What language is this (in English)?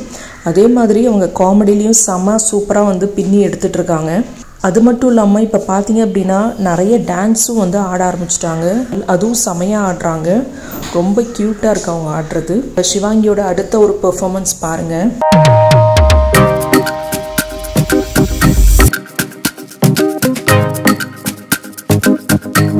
Tamil